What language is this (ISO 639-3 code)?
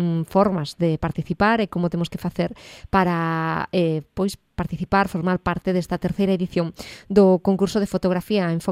glg